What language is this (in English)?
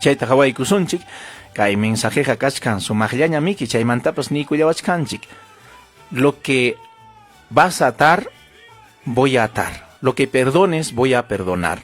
Ayacucho Quechua